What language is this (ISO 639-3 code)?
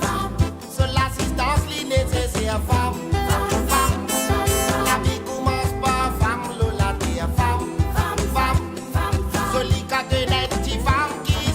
mfe